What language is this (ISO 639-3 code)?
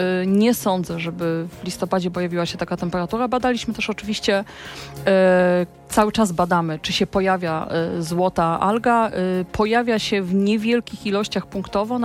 pol